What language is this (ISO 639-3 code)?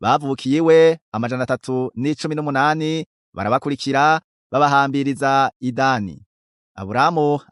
run